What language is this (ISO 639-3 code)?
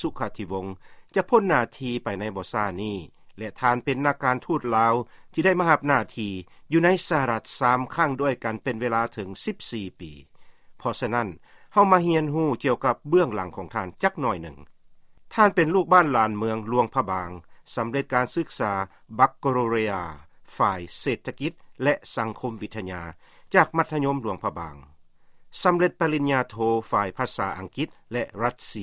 lao